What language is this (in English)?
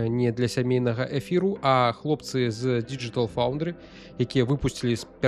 Belarusian